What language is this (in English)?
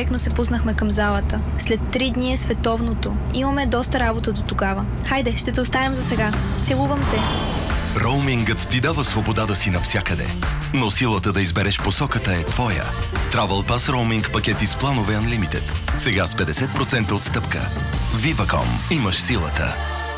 Bulgarian